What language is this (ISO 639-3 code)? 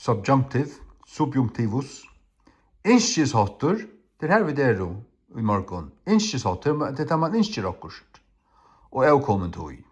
fao